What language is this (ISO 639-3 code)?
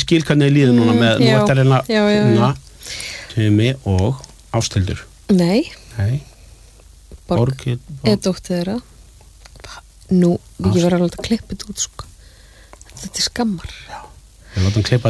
isl